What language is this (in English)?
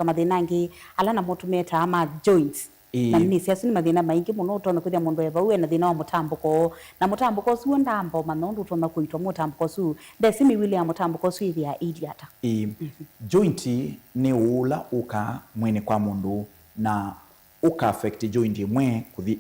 Kamba